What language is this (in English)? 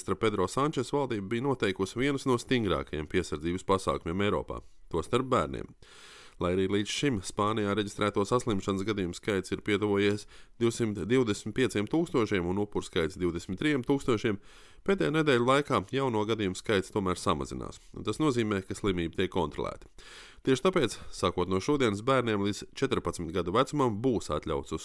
Latvian